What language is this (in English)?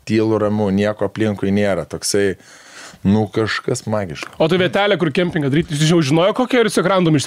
Lithuanian